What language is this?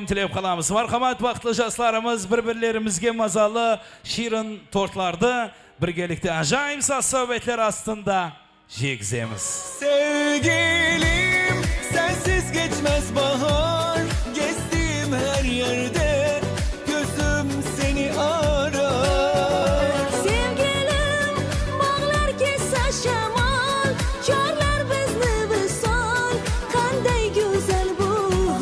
Kara-Kalpak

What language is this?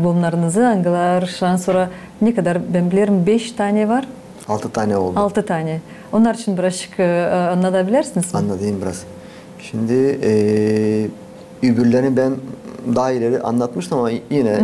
Gagauz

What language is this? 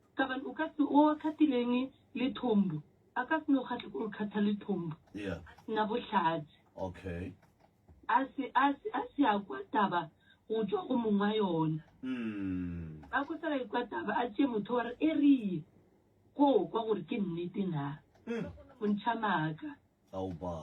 Northern Sotho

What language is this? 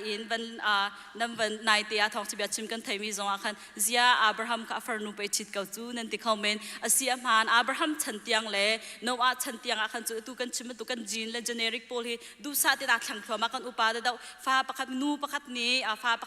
Hakha Chin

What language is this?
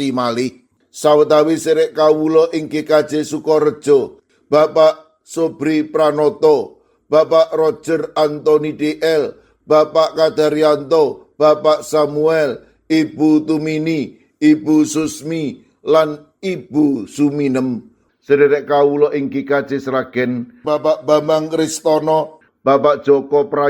Javanese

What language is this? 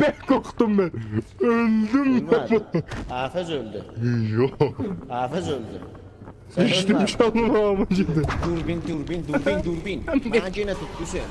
South Azerbaijani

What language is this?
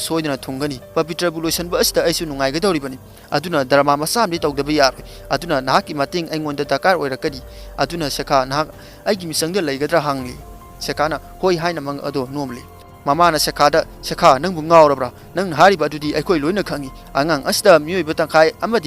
Manipuri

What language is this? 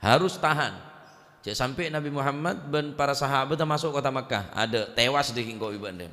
Madurese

